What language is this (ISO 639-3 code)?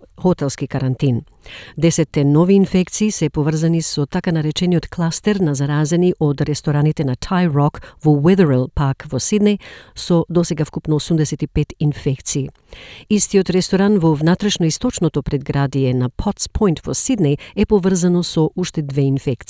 mkd